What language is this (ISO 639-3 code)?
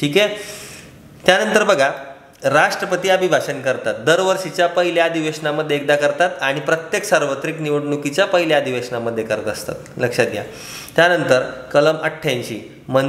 mar